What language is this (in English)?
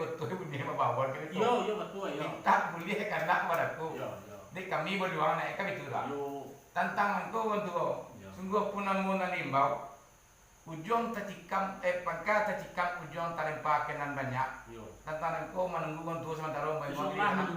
Minangkabau